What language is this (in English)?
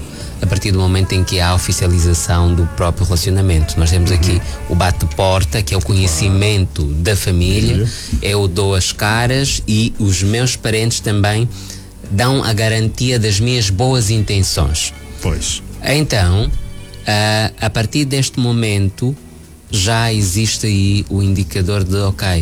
Portuguese